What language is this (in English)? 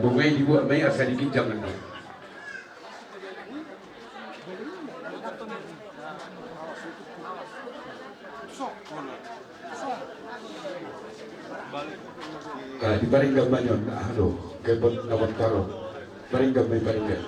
Batak Toba